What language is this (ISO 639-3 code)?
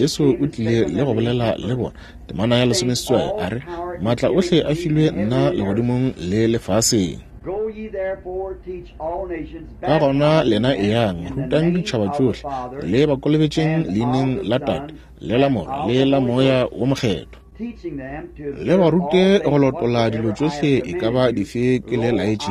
nso